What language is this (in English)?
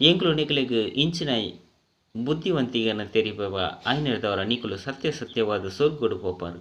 Tulu